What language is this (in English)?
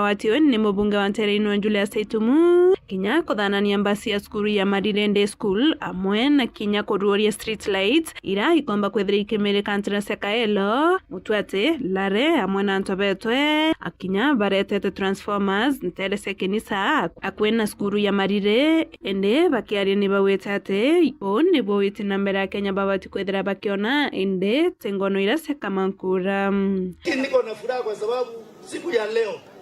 Meru